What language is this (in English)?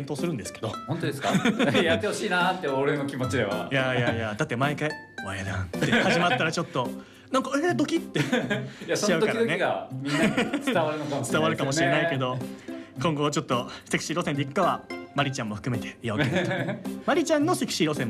Japanese